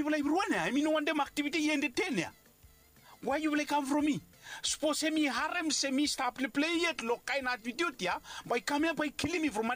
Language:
Bislama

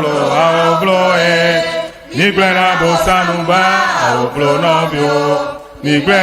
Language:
Ewe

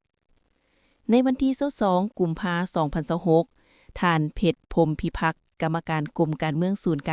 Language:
Lao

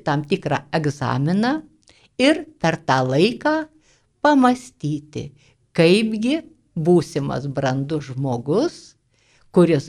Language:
Lithuanian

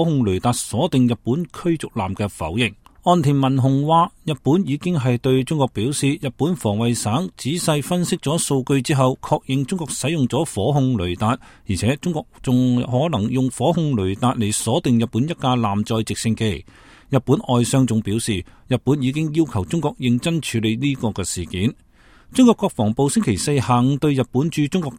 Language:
Cantonese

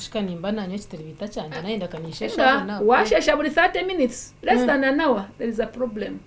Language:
Nyankole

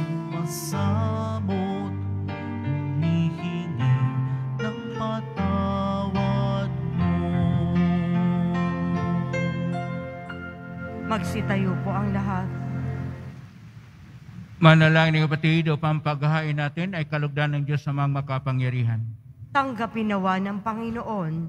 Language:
Filipino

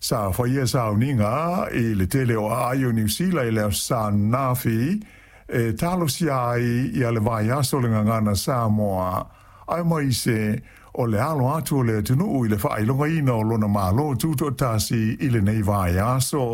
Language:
Samoan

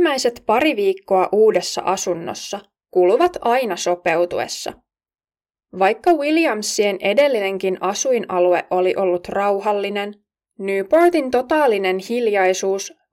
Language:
Finnish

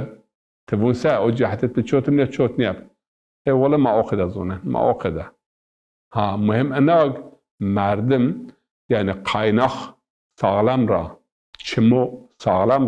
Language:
Zaza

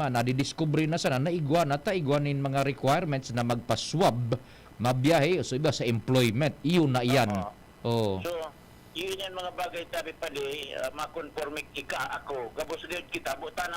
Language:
Bikol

